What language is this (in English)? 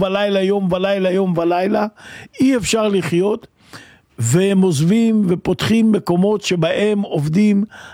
Hebrew